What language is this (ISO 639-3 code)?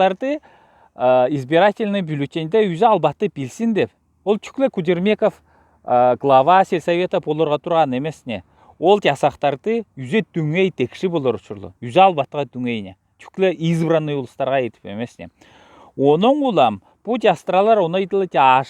alt